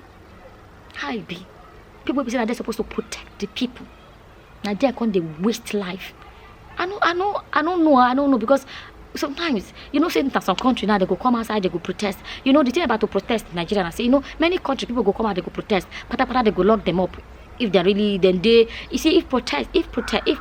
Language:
Nigerian Pidgin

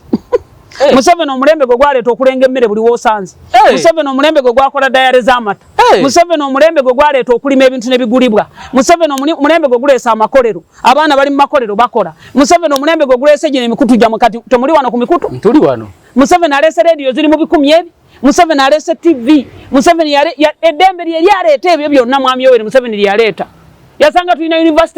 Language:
Ganda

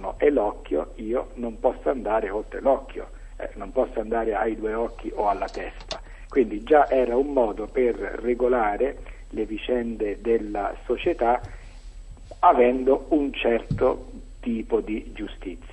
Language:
Italian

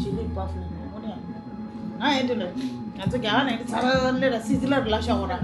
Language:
Tibetan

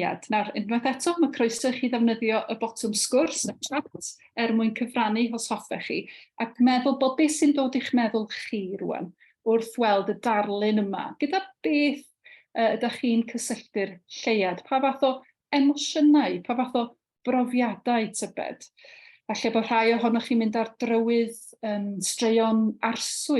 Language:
Welsh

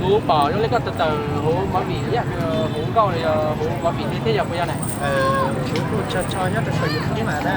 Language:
Hmong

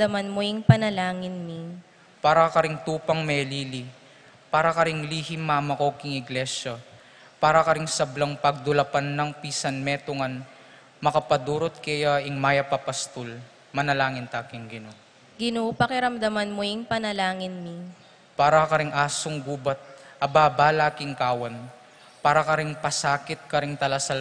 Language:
Pampanga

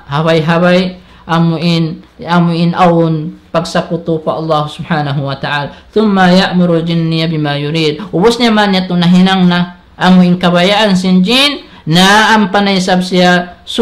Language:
Tausug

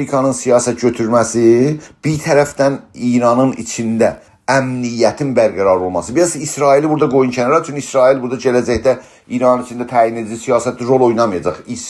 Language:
South Azerbaijani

